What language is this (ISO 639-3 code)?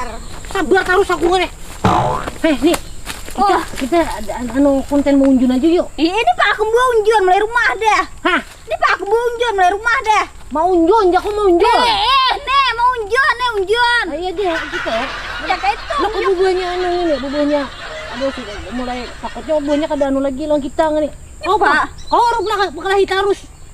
bjn